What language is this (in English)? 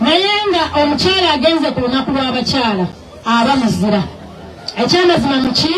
Ganda